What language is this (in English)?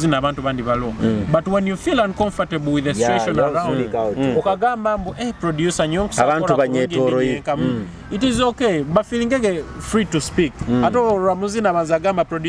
Nyoro